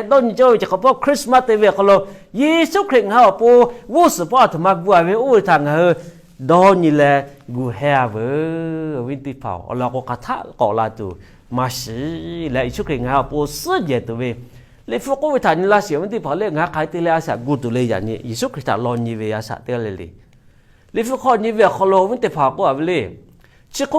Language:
Lahu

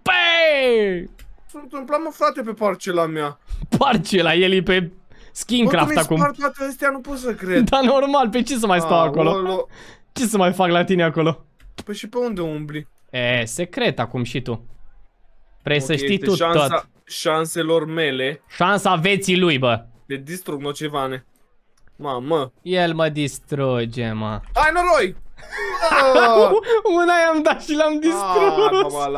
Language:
Romanian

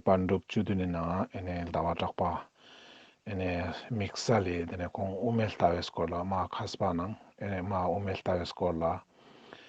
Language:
Ladakhi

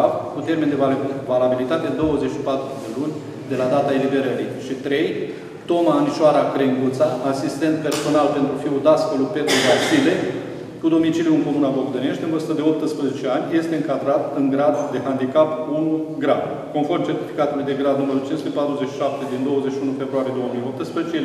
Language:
Romanian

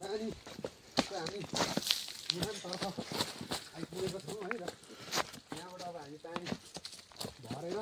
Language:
Nepali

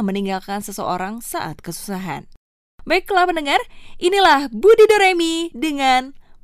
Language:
Indonesian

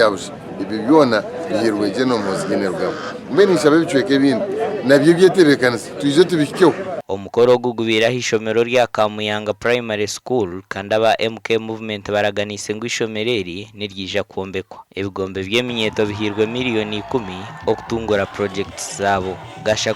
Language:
Nyankole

